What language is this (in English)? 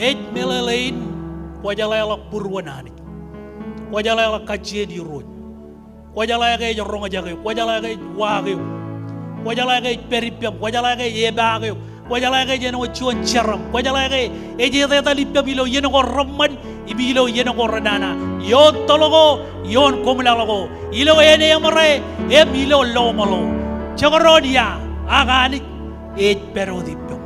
Marshallese